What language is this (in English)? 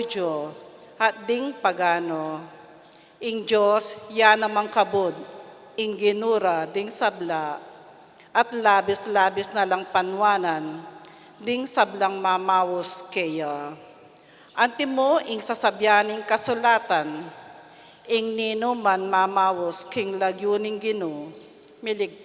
Pampanga